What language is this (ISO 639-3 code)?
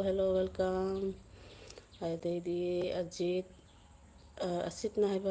mni